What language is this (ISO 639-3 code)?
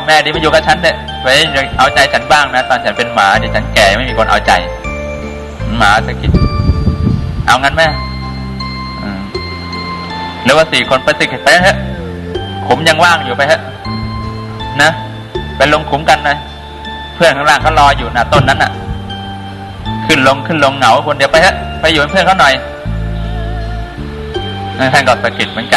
tha